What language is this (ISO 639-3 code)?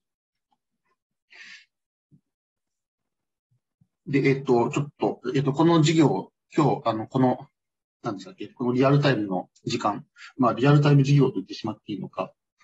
jpn